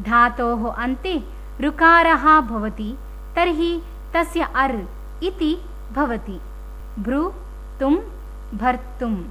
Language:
Sanskrit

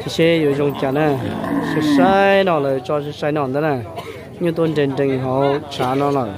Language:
Hmong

